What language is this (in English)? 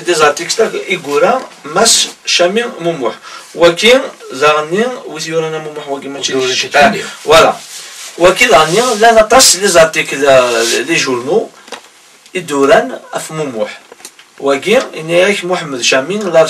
Kabyle